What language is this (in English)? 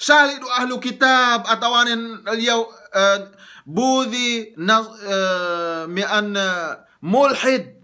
Yakan